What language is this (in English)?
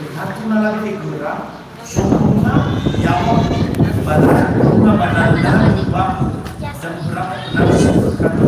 Nias